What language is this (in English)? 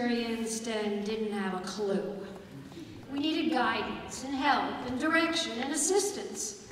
English